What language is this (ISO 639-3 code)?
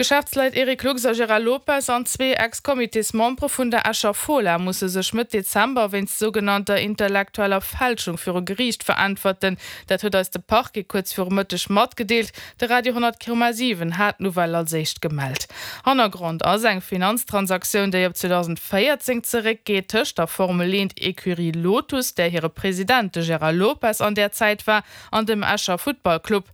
ltz